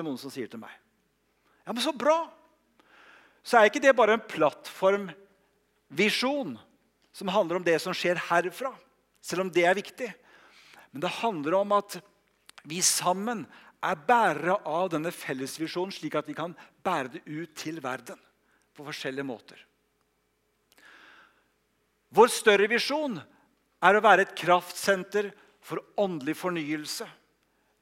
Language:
Norwegian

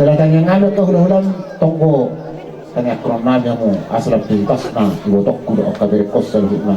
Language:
Batak Toba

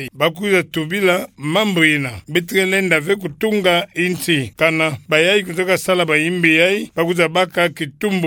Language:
Kituba (Democratic Republic of Congo)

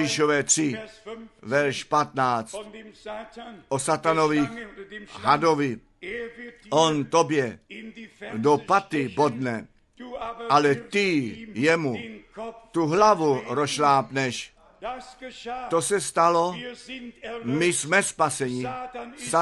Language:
Czech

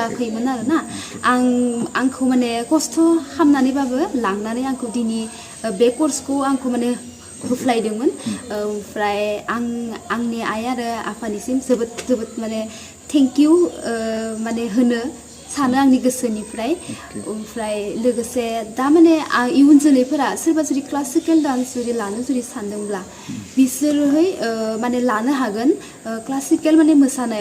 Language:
Bodo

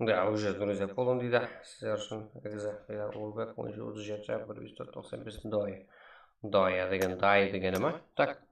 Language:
Kara-Kalpak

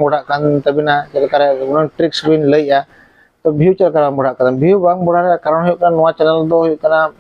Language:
Santali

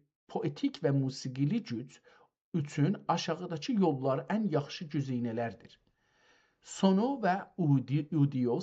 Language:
South Azerbaijani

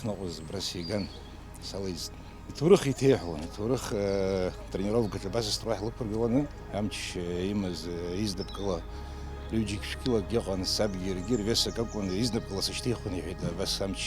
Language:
Abkhazian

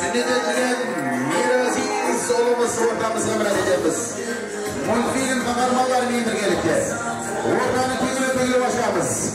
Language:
Kara-Kalpak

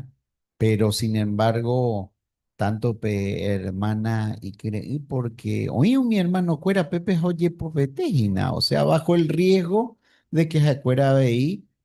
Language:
Guarani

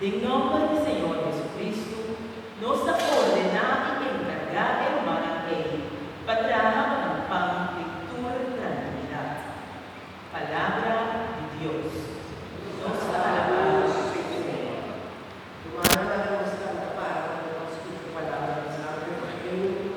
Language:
Papiamento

